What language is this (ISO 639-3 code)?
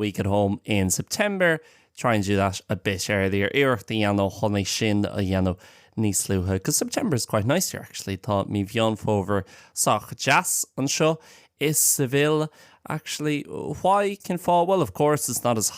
gle